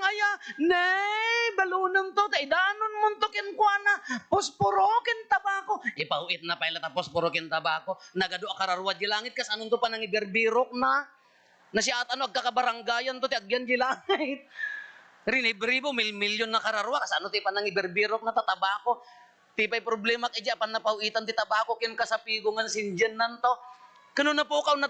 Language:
Iloko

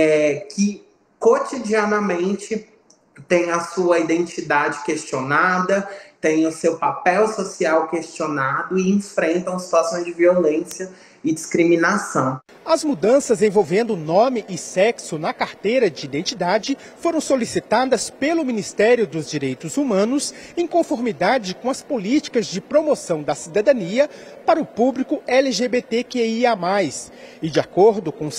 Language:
Portuguese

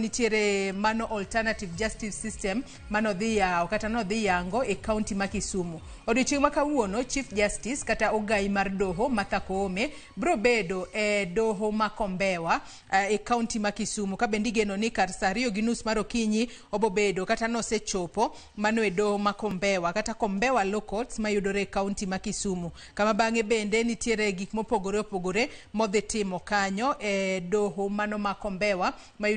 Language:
Luo (Kenya and Tanzania)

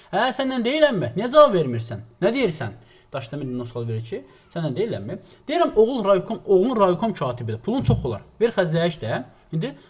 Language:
Azerbaijani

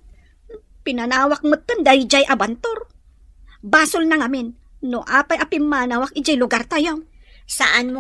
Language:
Iloko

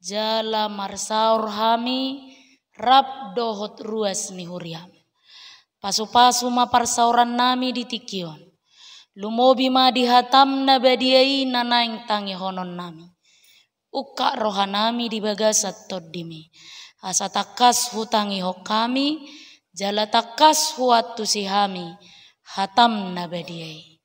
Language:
Batak Toba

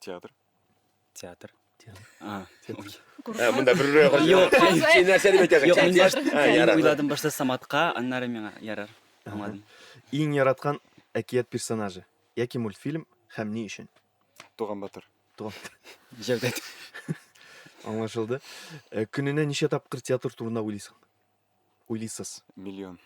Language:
Tatar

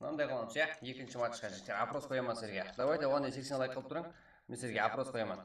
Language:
Kara-Kalpak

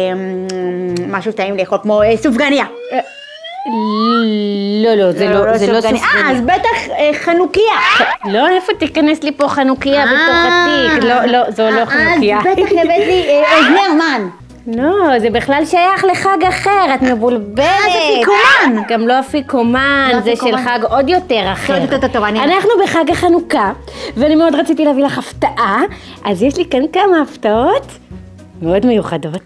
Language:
Hebrew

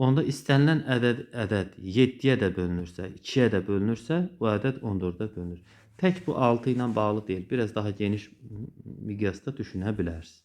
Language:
Azerbaijani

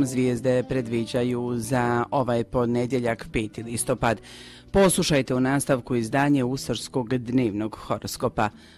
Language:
Croatian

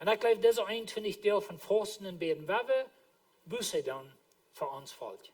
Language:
Plautdietsch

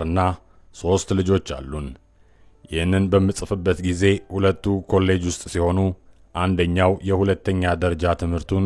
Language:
Amharic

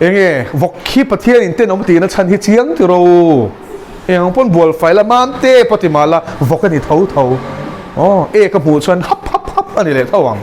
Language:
Mizo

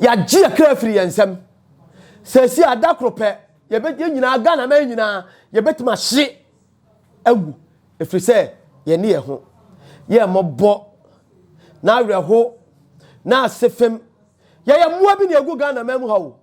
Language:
Akan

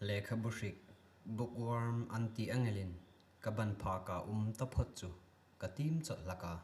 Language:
Hmar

